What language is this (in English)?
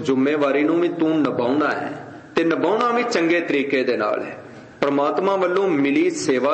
Punjabi